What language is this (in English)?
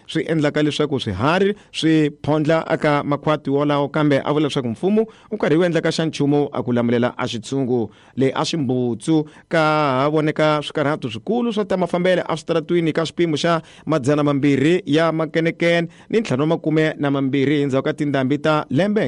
Tsonga